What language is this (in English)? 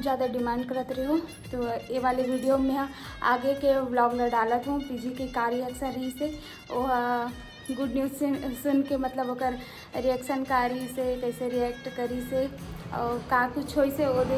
Chhattisgarhi